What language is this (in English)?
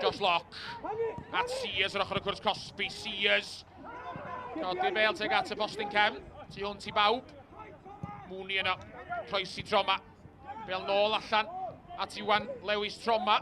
Welsh